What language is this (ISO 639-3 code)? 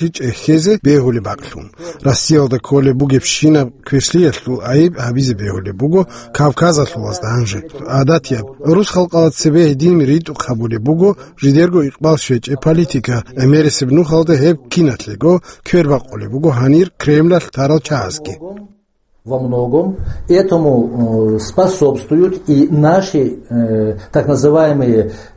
ava